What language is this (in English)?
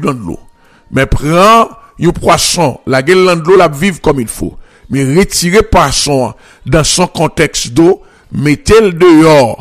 French